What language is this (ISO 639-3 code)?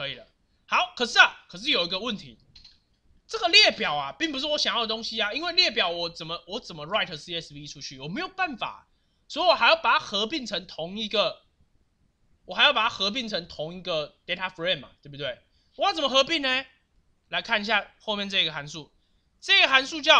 zho